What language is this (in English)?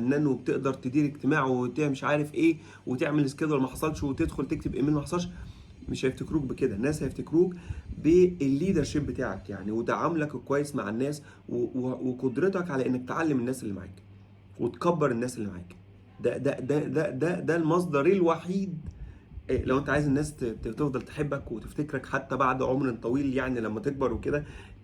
Egyptian Arabic